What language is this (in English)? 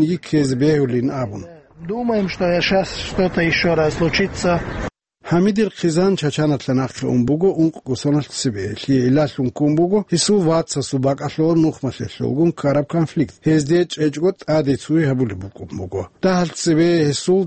Avaric